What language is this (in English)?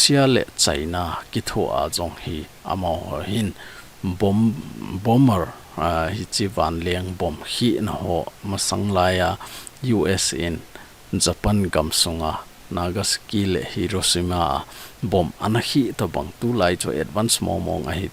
Thado Chin